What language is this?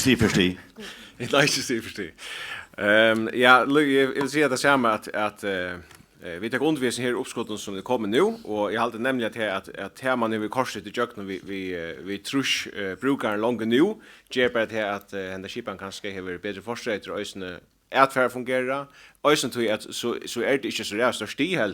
Faroese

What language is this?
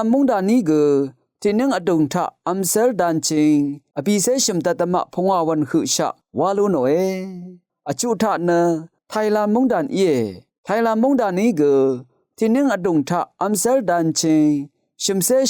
Rawang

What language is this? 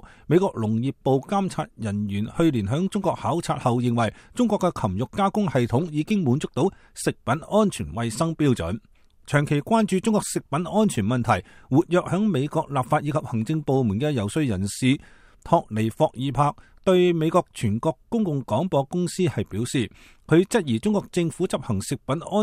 Cantonese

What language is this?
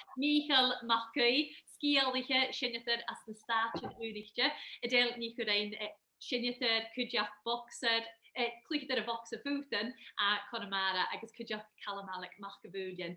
Scottish Gaelic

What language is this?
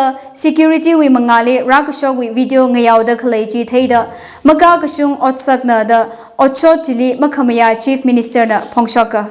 Tangkhul Naga (India)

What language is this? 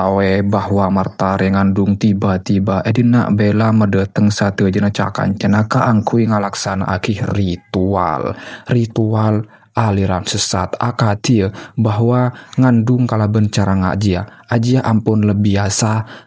Madurese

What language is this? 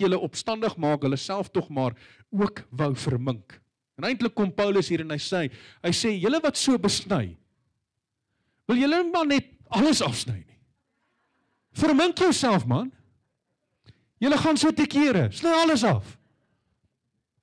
Afrikaans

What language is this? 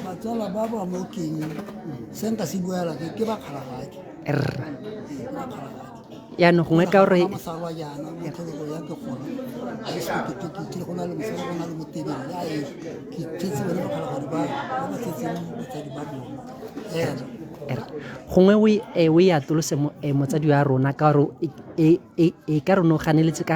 Tswana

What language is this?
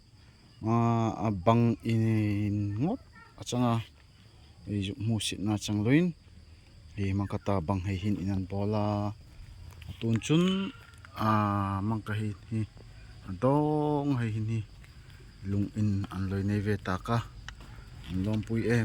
Darlong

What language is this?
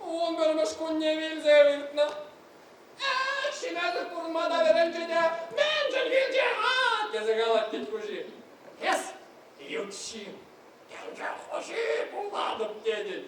Chuvash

